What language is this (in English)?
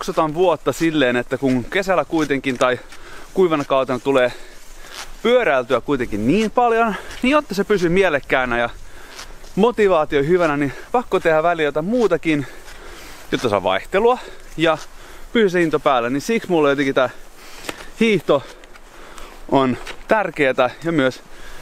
Finnish